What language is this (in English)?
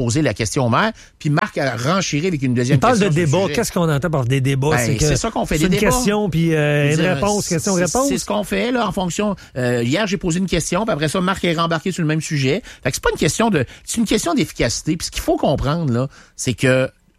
French